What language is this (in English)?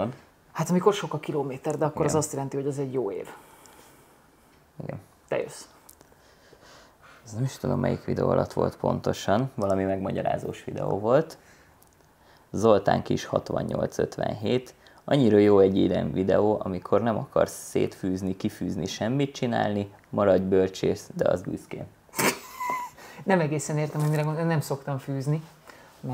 Hungarian